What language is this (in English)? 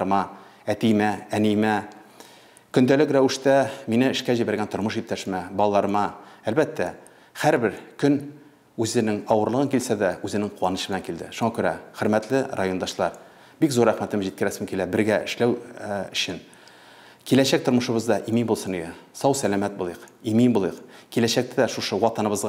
Tatar